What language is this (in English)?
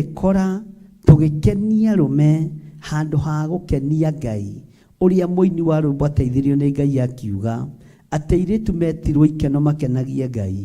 Kikuyu